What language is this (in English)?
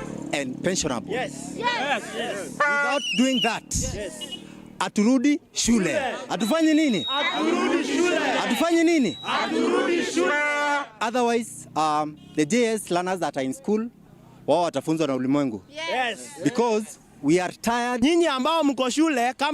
Meru